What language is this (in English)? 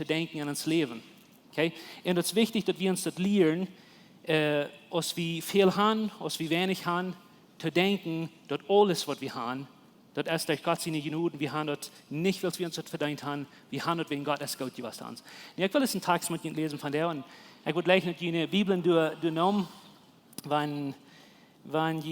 Plautdietsch